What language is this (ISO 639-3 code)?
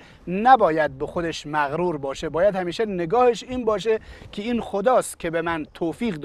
fas